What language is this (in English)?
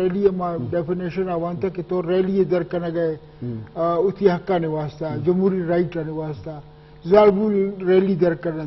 Eastern Balochi